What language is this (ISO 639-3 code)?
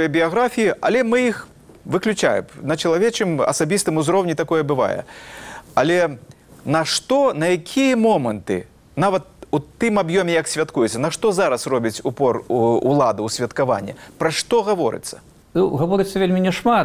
bel